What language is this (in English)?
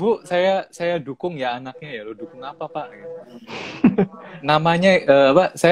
Indonesian